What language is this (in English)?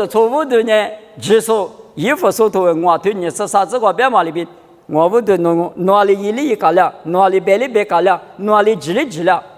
Lisu